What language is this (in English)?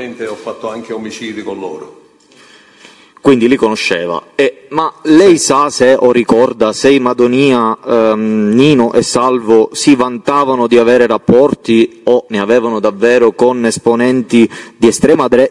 Italian